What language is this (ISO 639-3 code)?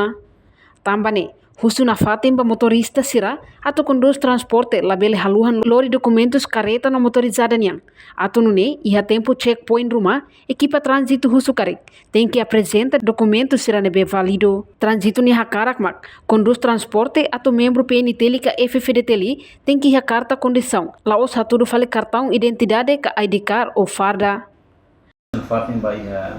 tet